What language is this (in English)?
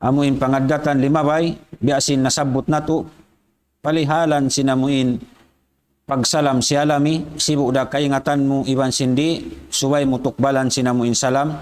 Tausug